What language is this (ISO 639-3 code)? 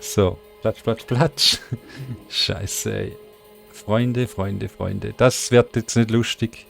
gsw